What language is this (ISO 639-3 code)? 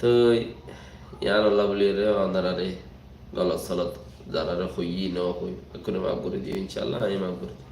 rhg